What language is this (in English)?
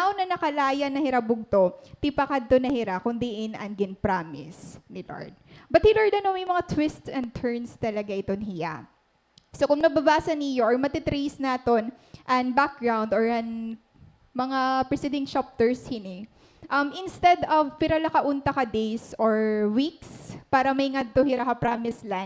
Waray